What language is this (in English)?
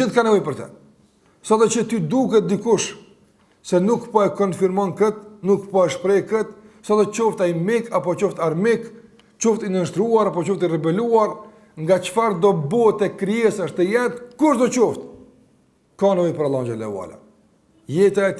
Albanian